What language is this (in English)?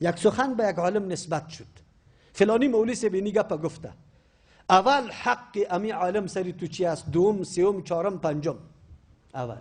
Persian